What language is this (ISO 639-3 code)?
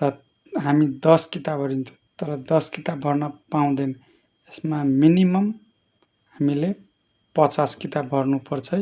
nep